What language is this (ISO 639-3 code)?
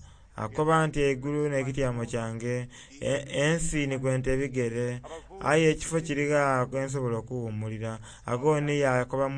xog